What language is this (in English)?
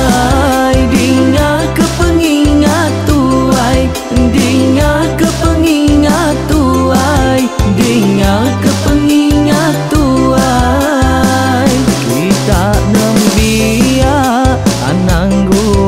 Iban